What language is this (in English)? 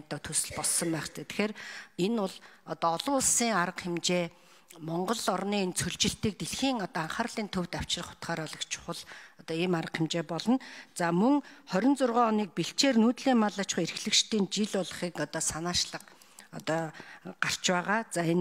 Mongolian